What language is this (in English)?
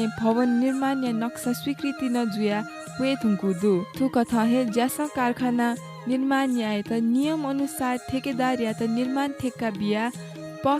Newari